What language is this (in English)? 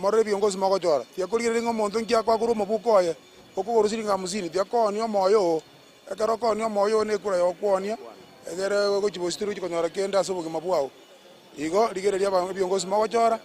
Gusii